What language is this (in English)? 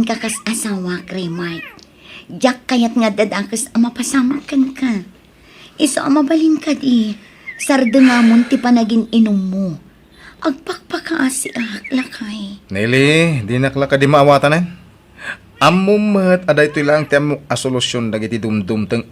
Iloko